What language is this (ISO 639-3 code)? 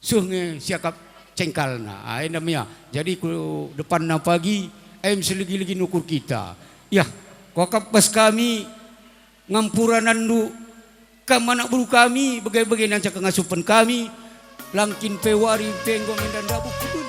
btx